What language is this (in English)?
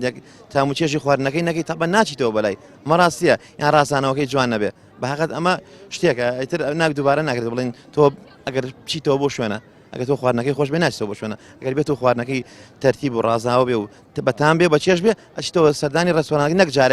Central Kurdish